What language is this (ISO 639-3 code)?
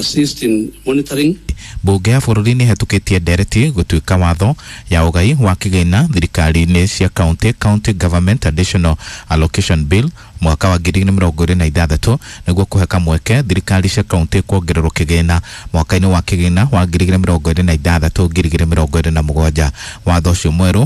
kik